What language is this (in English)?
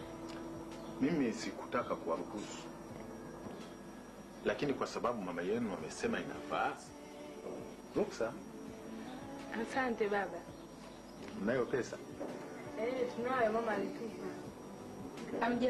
Swahili